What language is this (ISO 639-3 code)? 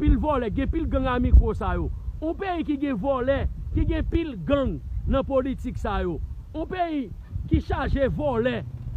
hat